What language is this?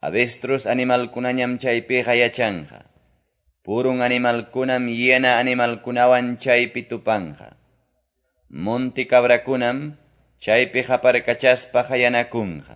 Quechua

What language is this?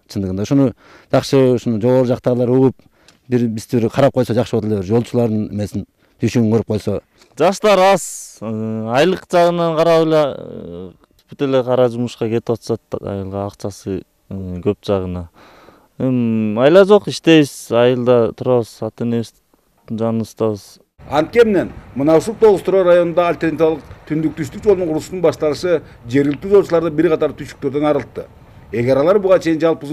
Kyrgyz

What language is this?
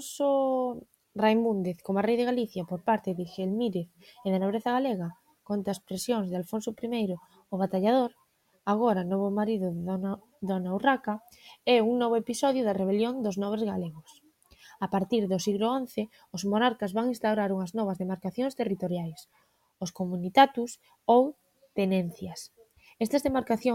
Galician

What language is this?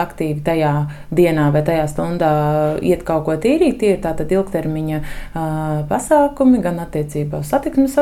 Latvian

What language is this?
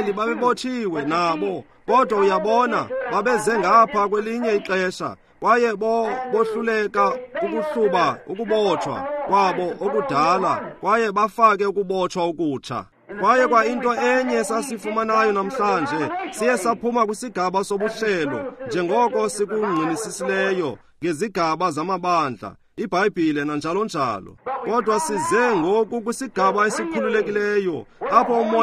Xhosa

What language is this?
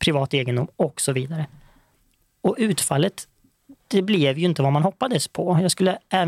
Swedish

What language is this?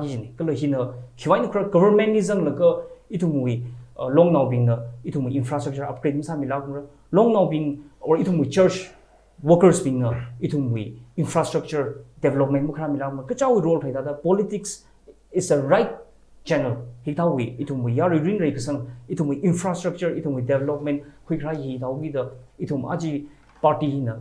Tangkhul Naga (India)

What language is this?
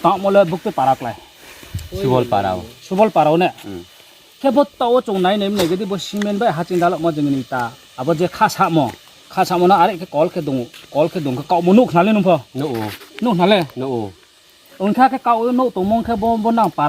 Riang (India)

